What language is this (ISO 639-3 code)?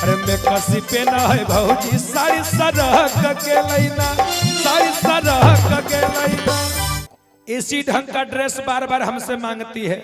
mag